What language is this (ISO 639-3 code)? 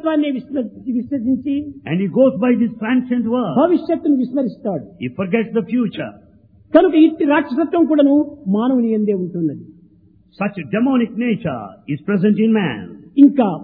tel